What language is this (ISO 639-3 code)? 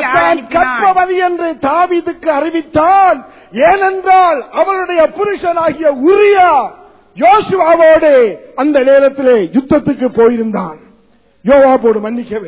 tam